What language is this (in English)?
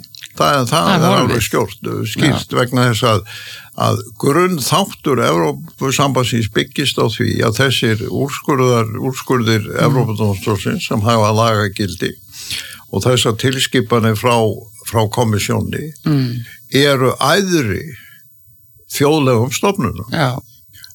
Icelandic